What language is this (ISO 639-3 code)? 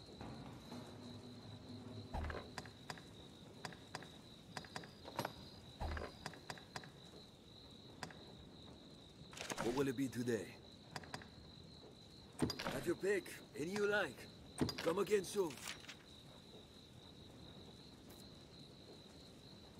eng